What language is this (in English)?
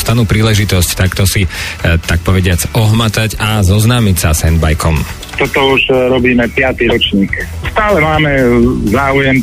Slovak